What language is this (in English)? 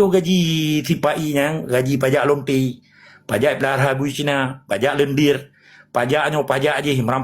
Achinese